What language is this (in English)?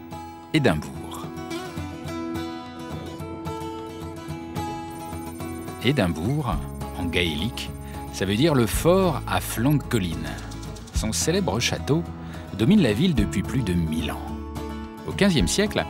French